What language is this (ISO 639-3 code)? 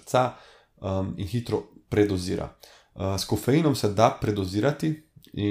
slv